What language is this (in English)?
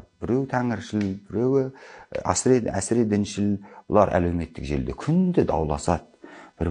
Kazakh